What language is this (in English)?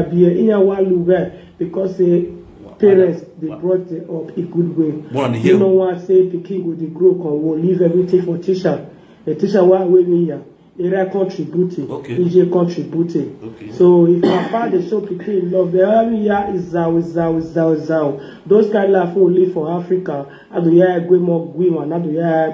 Nigerian Pidgin